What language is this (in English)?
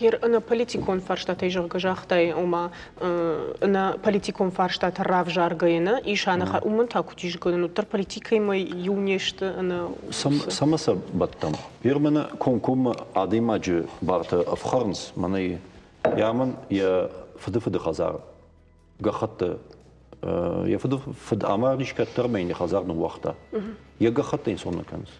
Ossetic